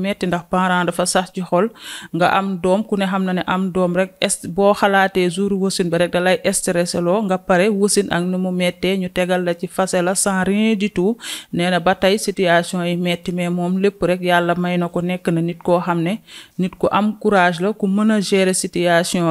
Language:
Wolof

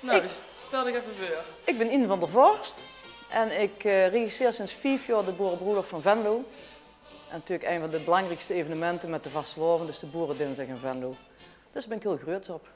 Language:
Limburgish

